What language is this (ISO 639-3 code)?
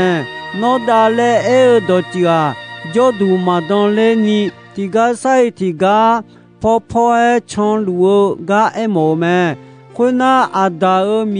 ahk